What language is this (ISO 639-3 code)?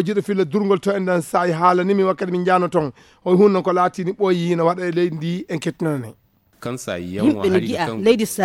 ful